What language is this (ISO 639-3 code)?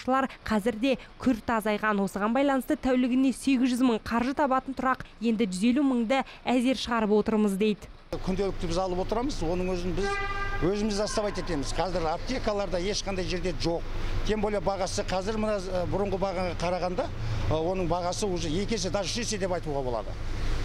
kaz